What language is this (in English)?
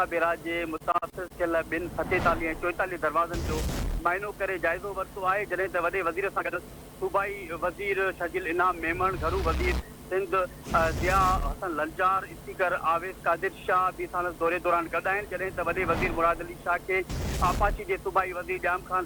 Sindhi